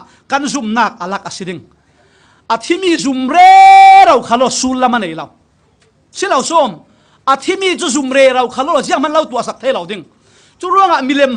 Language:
Falam Chin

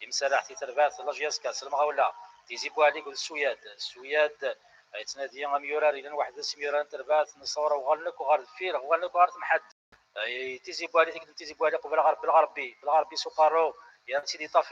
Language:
Kabyle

